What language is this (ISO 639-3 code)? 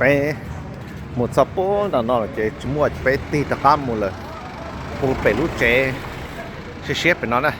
hmn